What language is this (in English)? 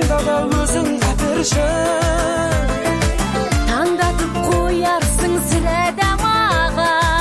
Kazakh